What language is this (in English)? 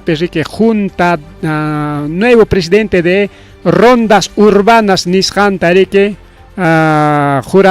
Ayacucho Quechua